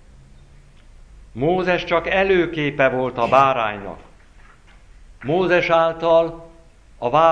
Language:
Hungarian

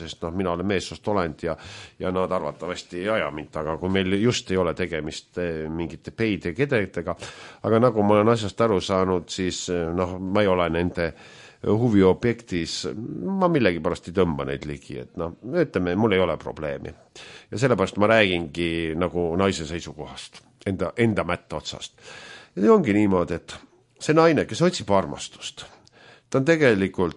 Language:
Estonian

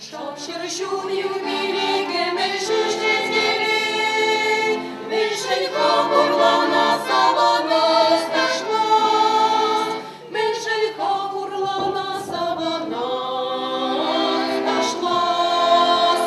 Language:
Chuvash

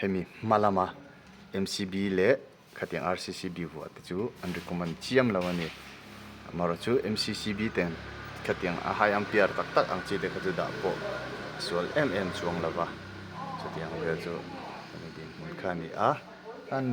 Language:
Mizo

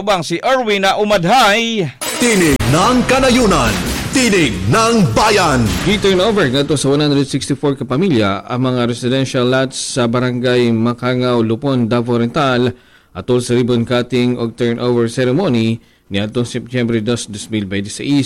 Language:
Cebuano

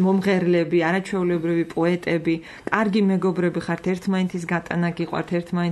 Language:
Georgian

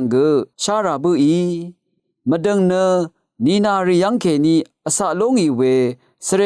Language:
Rawang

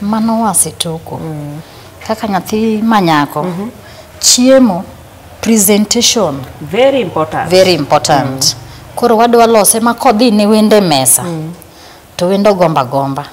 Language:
Luo (Kenya and Tanzania)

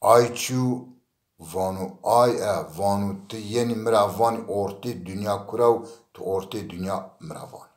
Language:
Zaza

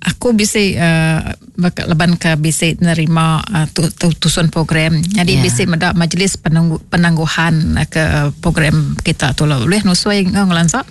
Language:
Iban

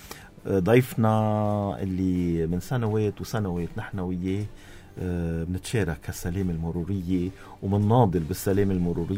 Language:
North Levantine Arabic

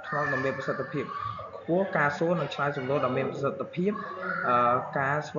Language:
Khmer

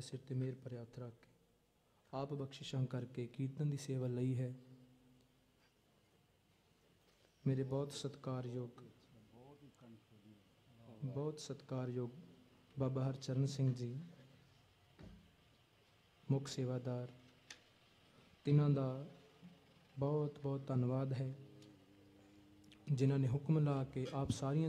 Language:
Punjabi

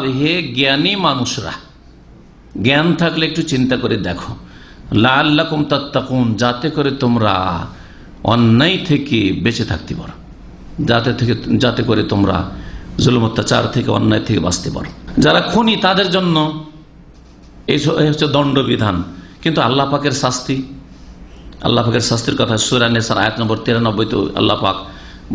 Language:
Bangla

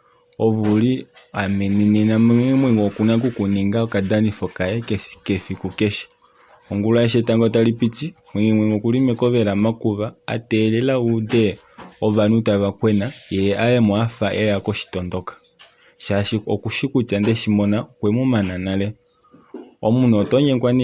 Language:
Kuanyama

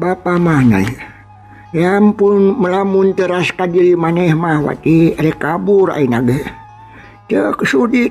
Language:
Sundanese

